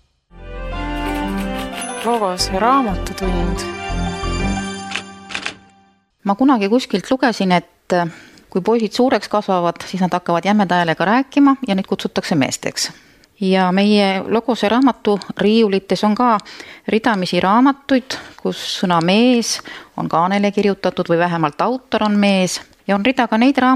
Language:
Estonian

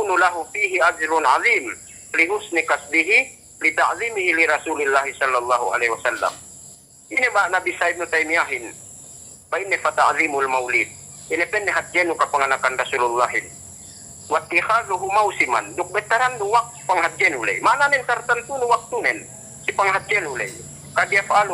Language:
Yakan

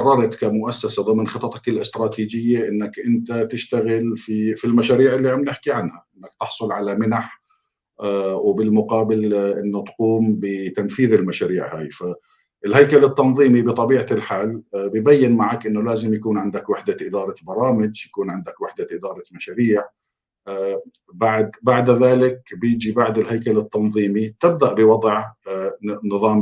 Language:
North Levantine Arabic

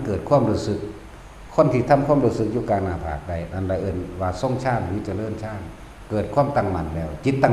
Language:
Northeastern Thai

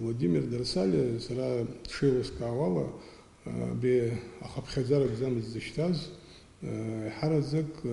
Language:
Abkhazian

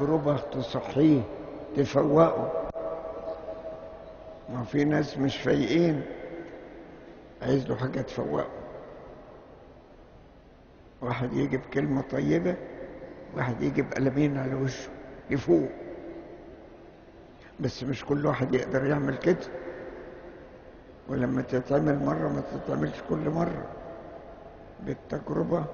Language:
Egyptian Arabic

